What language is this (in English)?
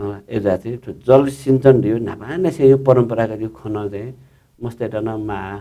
Newari